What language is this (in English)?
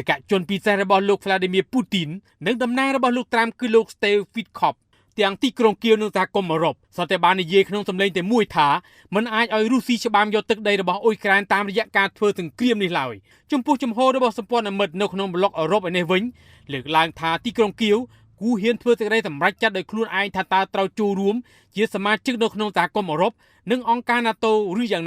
Khmer